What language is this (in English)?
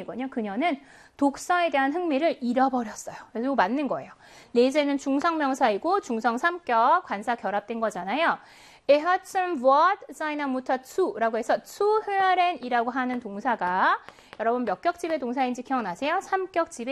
Korean